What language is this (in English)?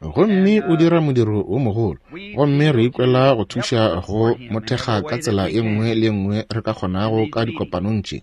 Northern Sotho